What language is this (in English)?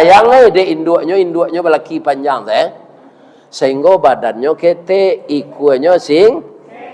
Minangkabau